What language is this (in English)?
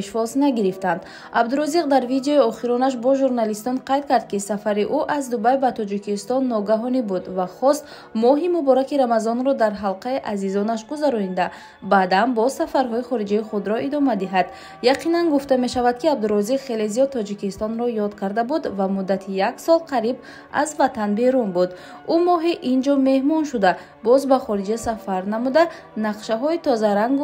Tajik